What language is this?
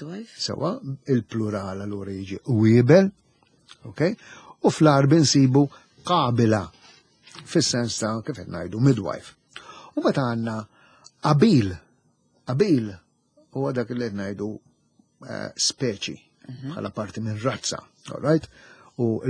Maltese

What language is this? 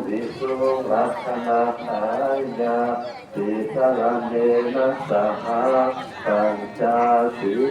Pali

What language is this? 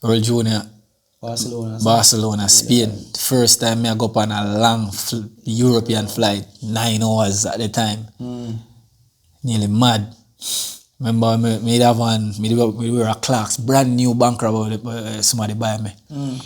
Jamaican Creole English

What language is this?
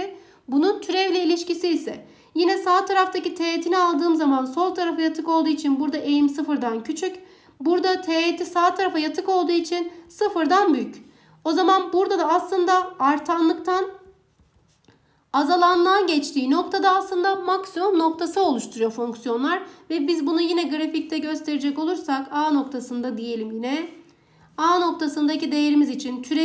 Turkish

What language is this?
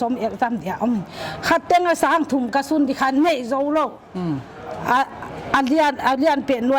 Paite Chin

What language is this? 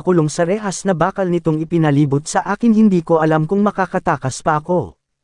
Filipino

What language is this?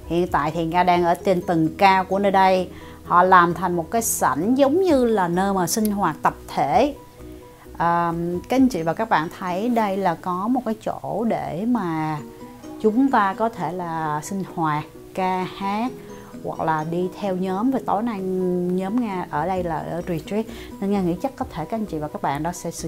Vietnamese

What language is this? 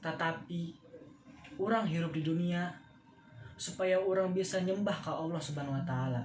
Sundanese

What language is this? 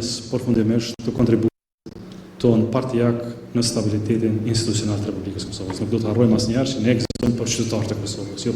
Albanian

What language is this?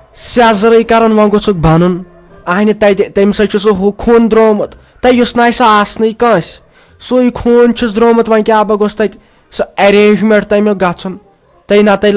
Kashmiri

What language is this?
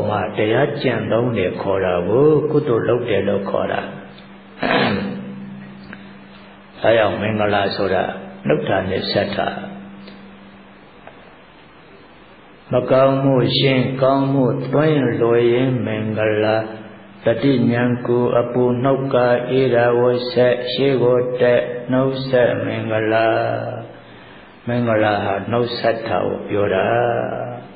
Burmese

